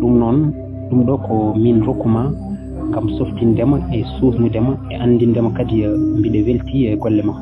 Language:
Fula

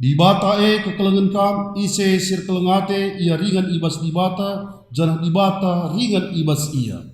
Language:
Batak Karo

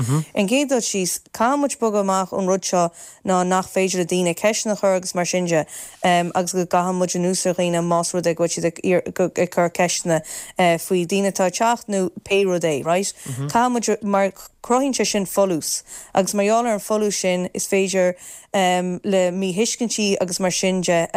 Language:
Irish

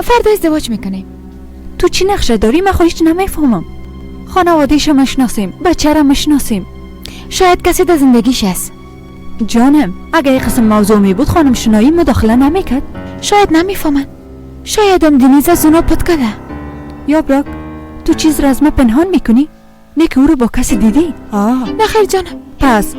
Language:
Persian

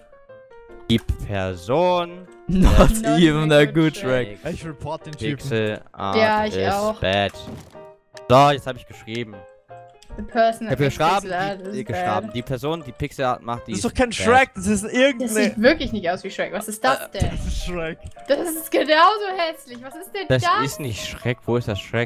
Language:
German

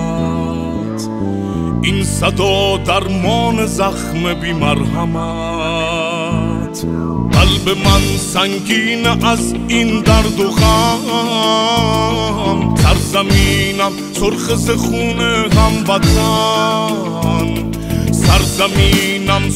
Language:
Persian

